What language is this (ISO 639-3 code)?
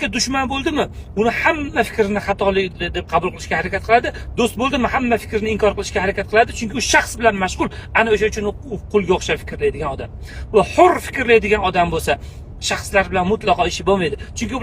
uzb